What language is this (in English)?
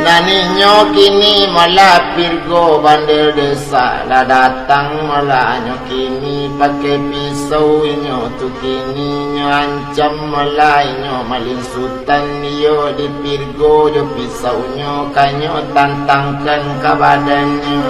Minangkabau